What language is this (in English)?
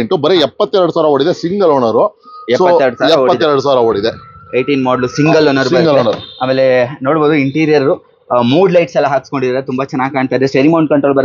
Kannada